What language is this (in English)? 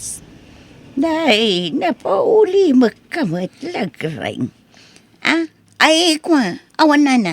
Iloko